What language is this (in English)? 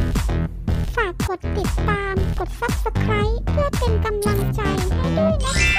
Thai